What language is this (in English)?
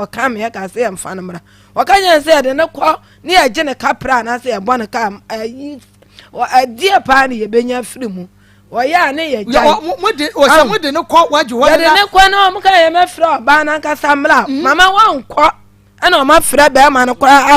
Akan